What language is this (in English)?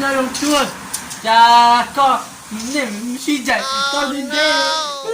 Hmong